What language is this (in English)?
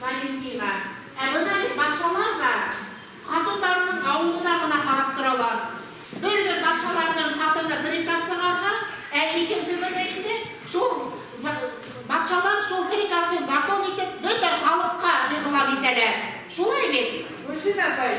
Bashkir